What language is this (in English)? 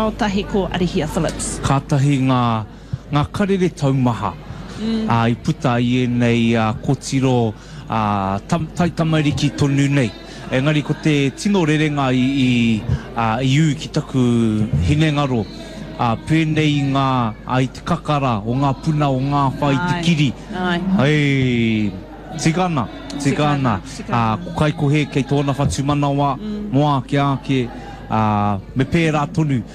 Māori